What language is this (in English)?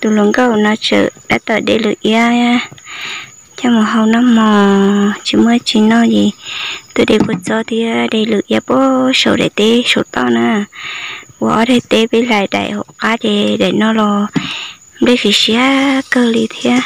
Hmong